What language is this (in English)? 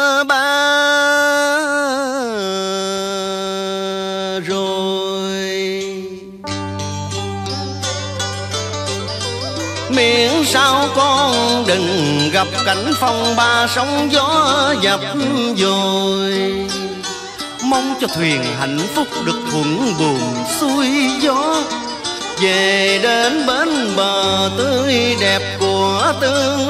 Vietnamese